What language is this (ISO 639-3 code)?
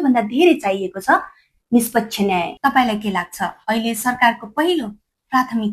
nep